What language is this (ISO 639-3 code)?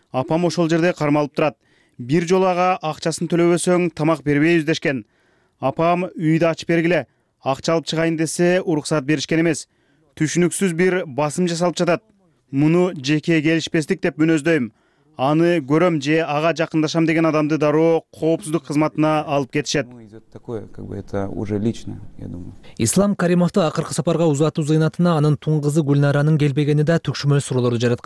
kir